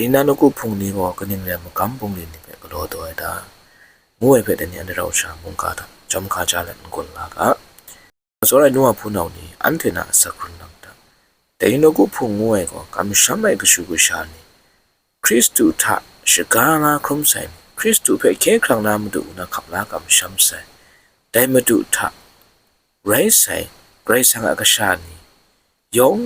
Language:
Kachin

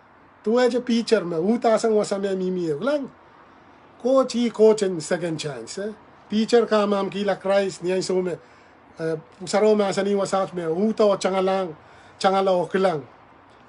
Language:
Pohnpeian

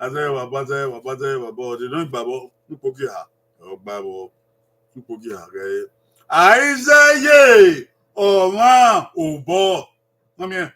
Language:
Bini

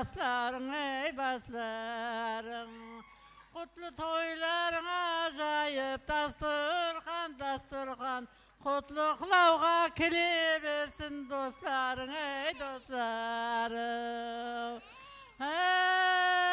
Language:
Kara-Kalpak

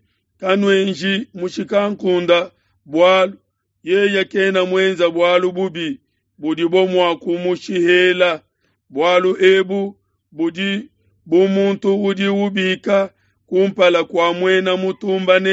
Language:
Luba-Lulua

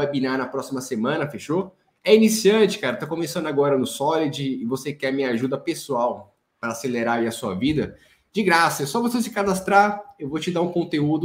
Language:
Portuguese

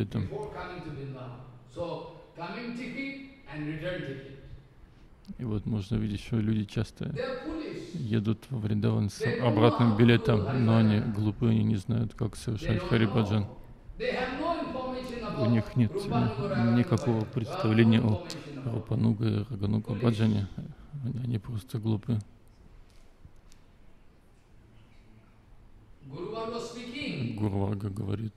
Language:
Russian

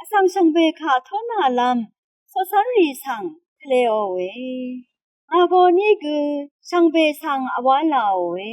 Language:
Rawang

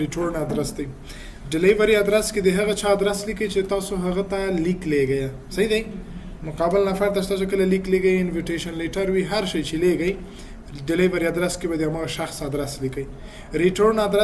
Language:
Pashto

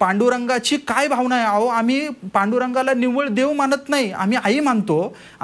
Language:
Marathi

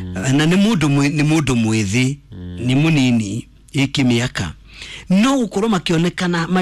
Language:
Kikuyu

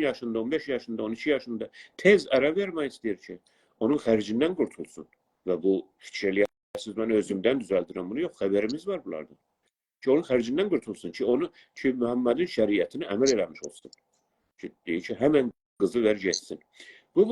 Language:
South Azerbaijani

